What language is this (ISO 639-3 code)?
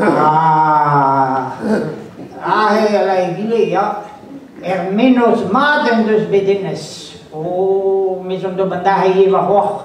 bre